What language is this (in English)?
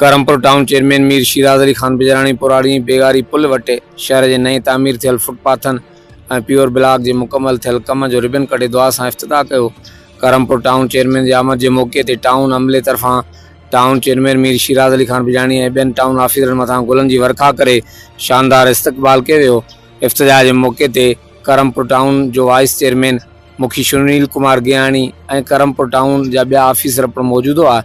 Sindhi